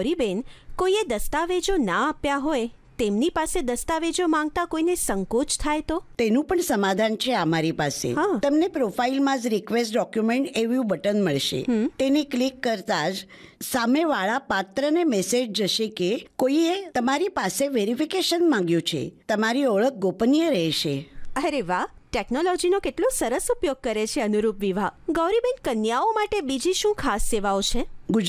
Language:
Gujarati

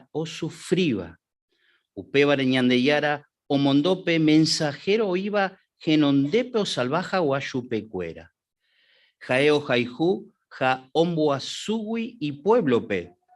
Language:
Guarani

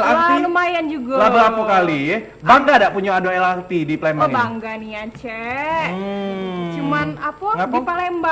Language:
Musi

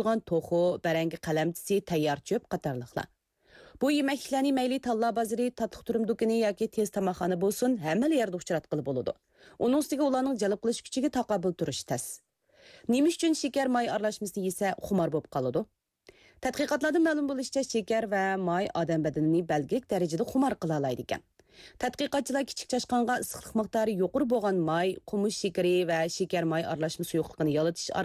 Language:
Uyghur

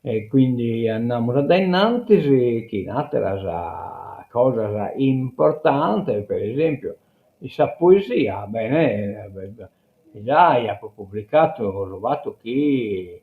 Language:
Sardinian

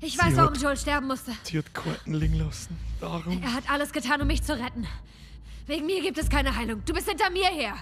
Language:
Bavarian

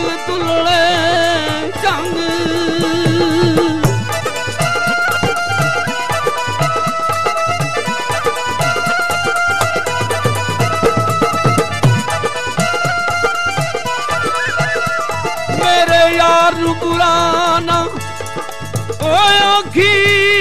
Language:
Punjabi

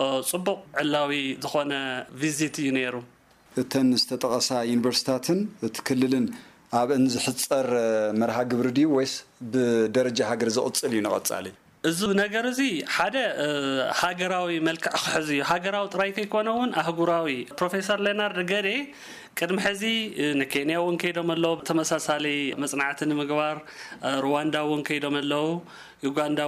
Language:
Tigrinya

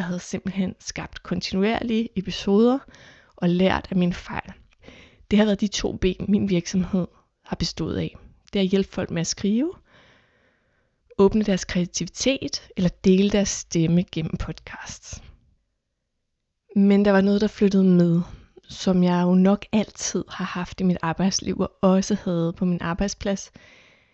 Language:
Danish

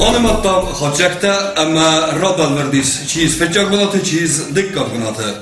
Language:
Ossetic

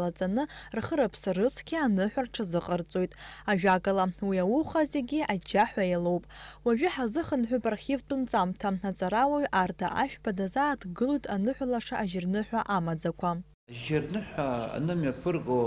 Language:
Abkhazian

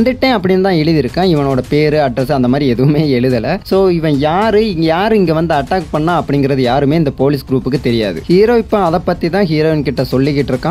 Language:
Tamil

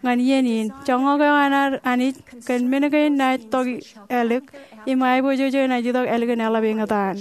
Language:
Marshallese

